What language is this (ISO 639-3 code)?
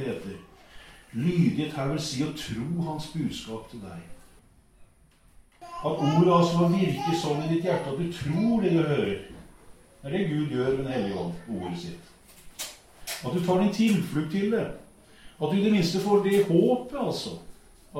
nor